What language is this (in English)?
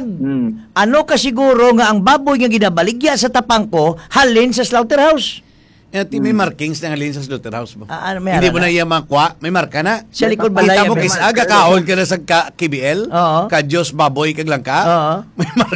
Hiligaynon